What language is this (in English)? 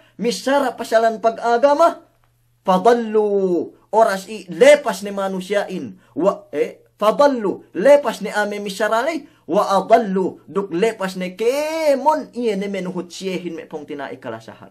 Yakan